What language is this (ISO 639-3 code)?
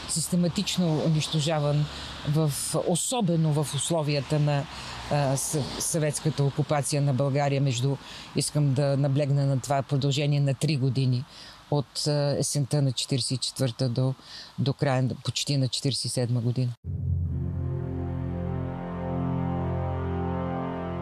bul